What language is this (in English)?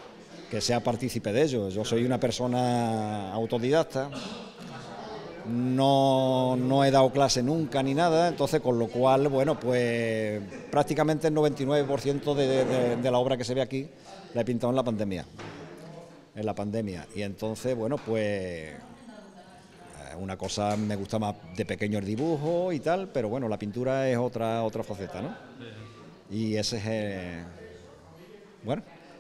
Spanish